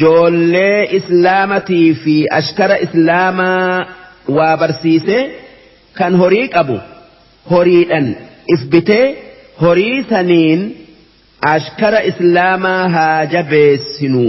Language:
Oromo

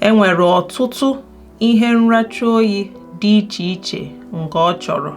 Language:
Igbo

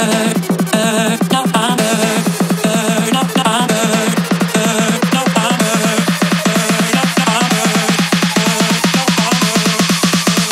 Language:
English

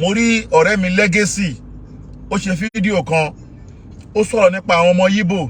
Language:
Yoruba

